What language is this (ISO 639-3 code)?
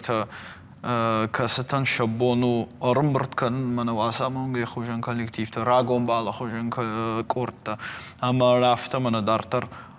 oss